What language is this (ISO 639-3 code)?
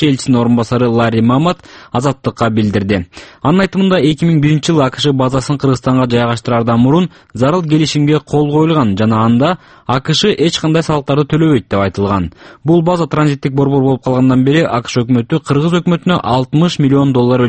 kir